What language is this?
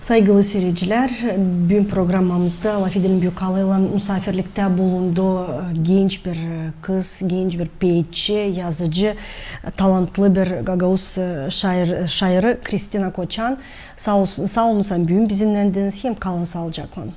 Gagauz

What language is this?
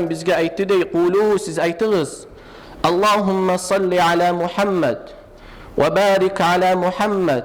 Kumyk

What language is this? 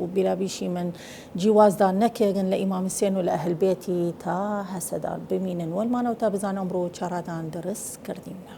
Southern Kurdish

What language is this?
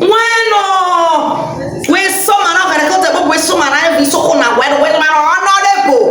Nigerian Pidgin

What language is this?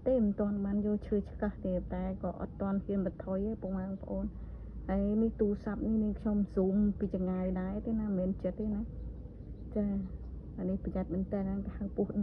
Khmer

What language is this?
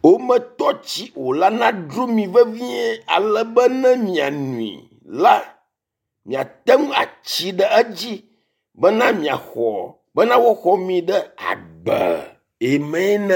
Ewe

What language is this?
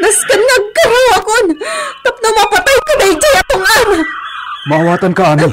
Iloko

